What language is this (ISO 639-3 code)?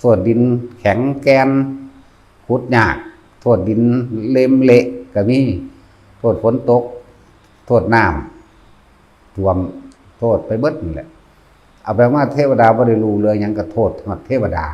tts